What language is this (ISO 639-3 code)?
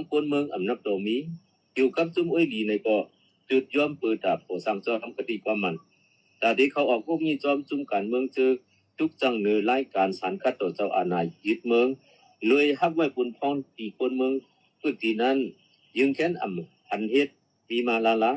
shn